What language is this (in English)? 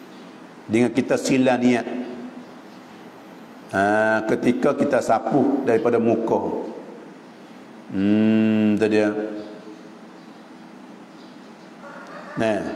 Malay